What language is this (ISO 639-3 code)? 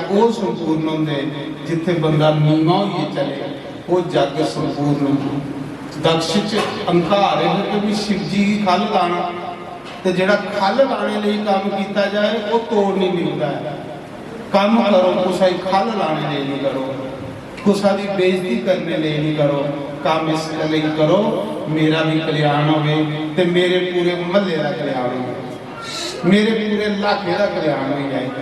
doi